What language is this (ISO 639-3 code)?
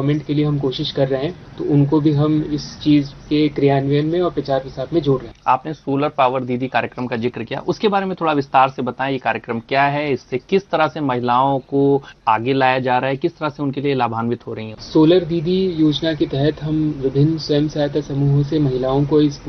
hin